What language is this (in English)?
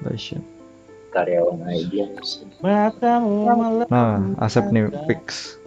Banjar